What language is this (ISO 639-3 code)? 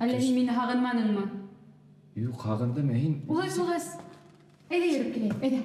bak